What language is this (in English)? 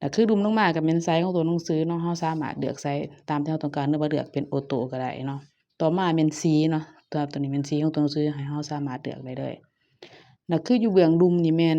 Lao